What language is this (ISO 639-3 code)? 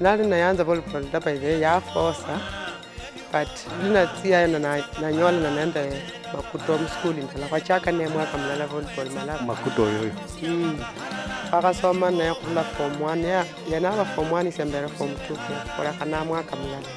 luy